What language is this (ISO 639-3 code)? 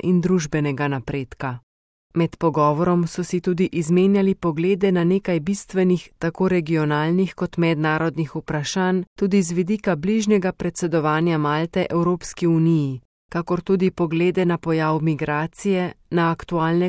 slv